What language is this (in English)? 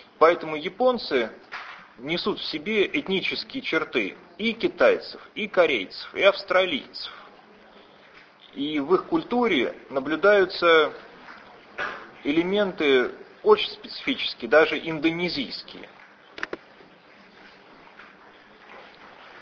Russian